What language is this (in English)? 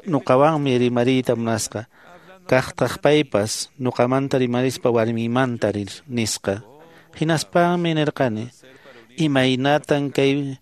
Quechua